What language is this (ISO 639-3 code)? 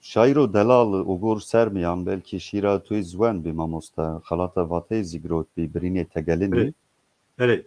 zza